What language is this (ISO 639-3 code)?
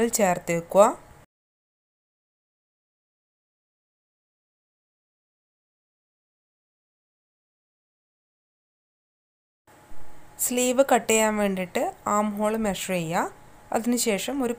mal